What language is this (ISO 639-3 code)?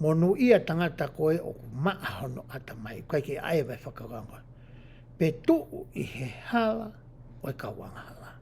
ton